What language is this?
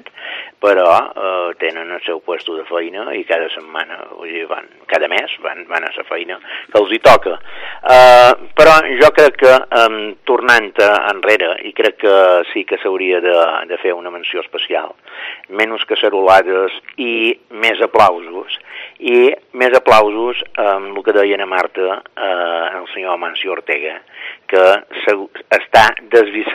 Catalan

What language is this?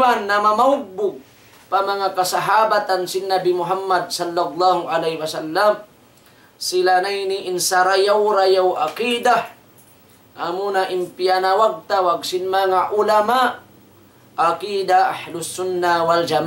Tausug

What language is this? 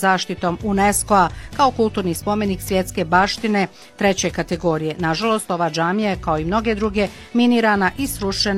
Bosnian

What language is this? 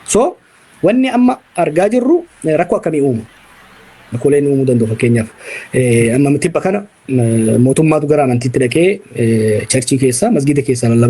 Oromo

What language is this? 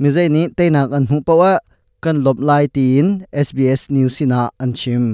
Hakha Chin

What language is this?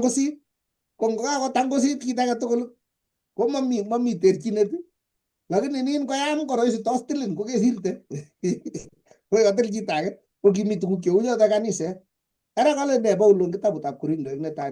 Kalenjin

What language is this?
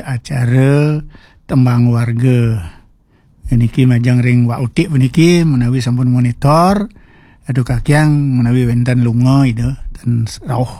Balinese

